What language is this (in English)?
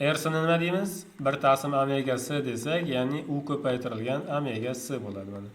Uzbek